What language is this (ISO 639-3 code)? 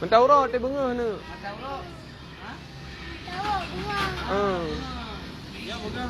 ace